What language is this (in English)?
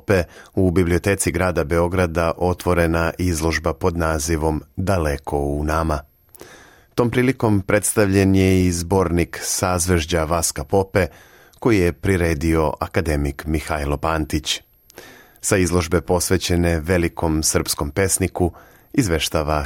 Serbian